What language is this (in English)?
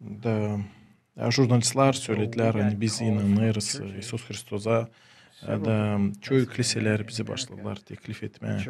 Gagauz